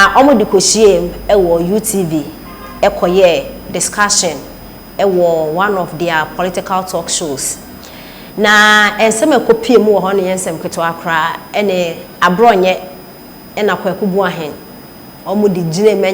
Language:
Akan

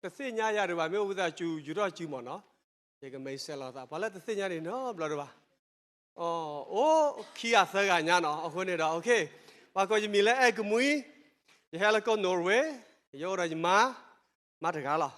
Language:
S'gaw Karen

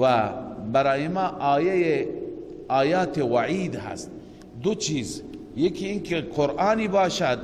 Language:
Persian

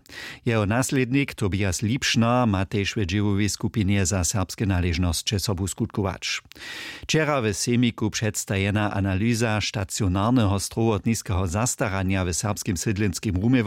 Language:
Upper Sorbian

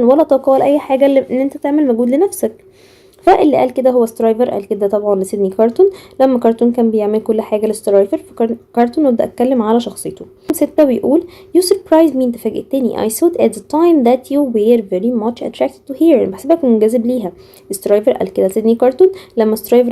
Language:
Egyptian Arabic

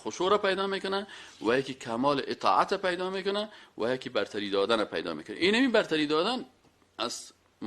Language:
Persian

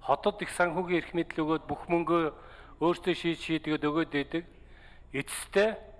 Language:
Mongolian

